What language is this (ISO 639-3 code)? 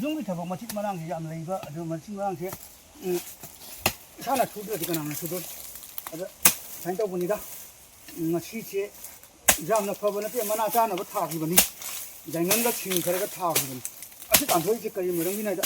mni